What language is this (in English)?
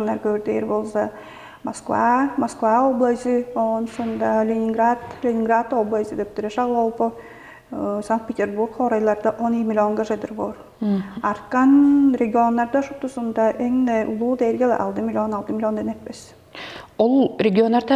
Tuvinian